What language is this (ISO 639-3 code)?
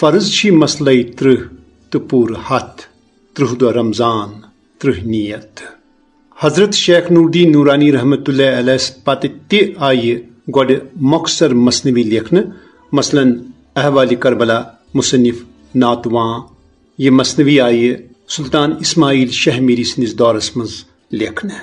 kas